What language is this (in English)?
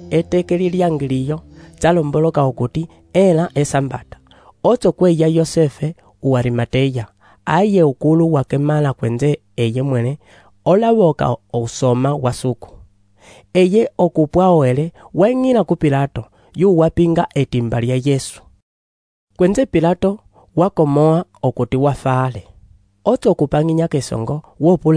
Umbundu